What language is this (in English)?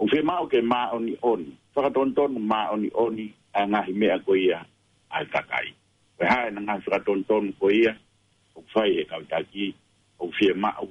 Tongan